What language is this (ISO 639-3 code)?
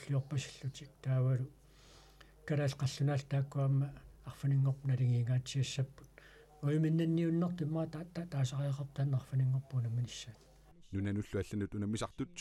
kal